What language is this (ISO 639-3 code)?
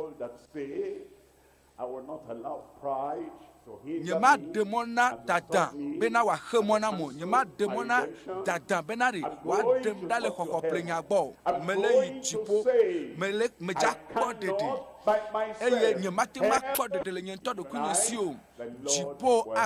ewe